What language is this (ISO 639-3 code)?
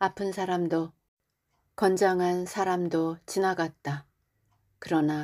kor